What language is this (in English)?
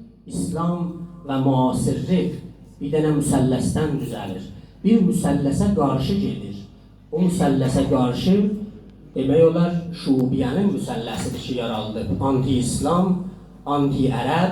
South Azerbaijani